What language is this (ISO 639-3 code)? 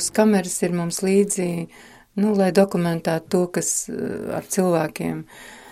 lav